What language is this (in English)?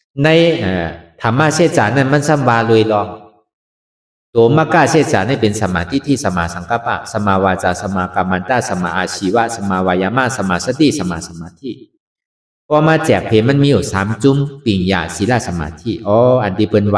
Shan